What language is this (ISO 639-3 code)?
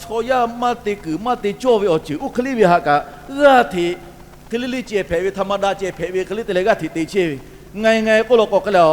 lhu